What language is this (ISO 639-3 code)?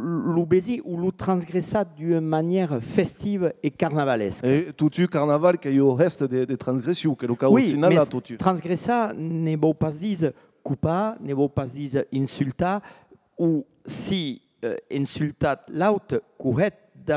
oci